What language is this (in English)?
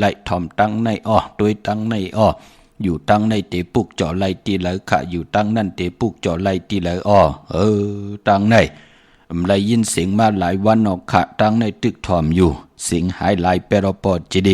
Shan